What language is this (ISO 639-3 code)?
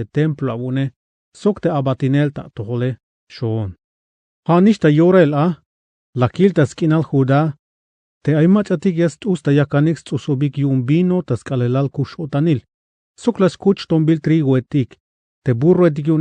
tzh